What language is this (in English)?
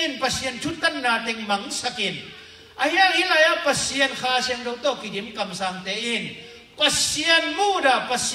Tedim Chin